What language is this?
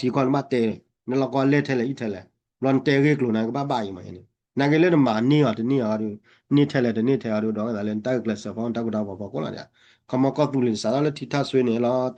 S'gaw Karen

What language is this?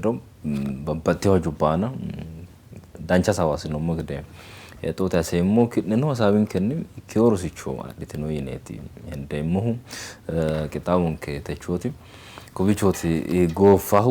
Sidamo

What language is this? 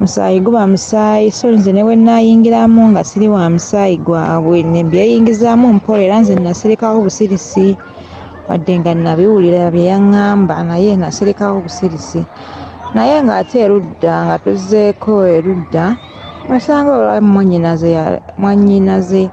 Ganda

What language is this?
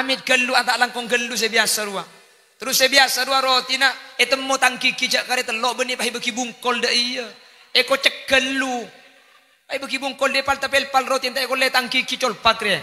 Madurese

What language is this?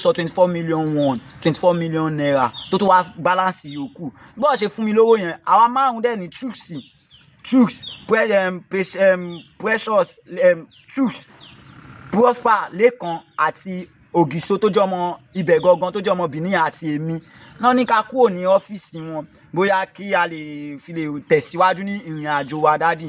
Yoruba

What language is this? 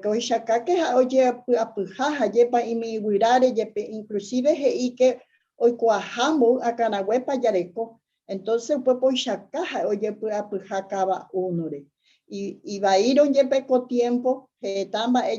Guarani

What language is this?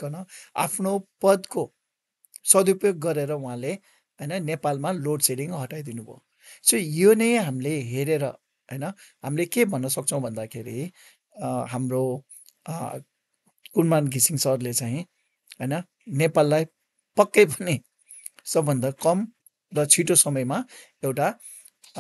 Nepali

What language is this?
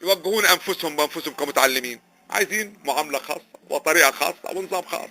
Egyptian Arabic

